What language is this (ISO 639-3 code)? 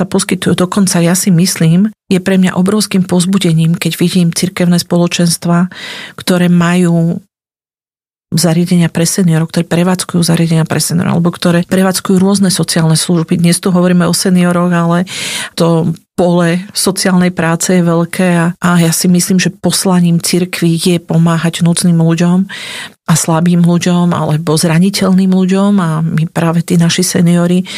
slk